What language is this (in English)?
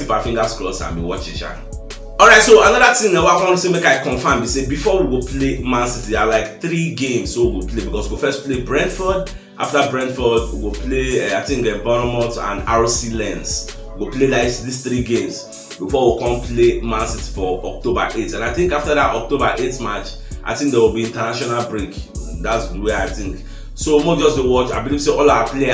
Nigerian Pidgin